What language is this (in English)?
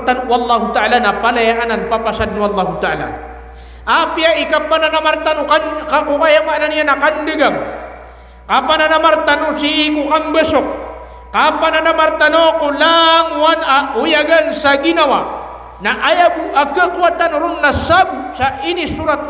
Maranao